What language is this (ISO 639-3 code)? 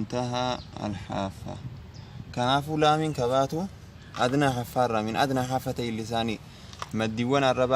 orm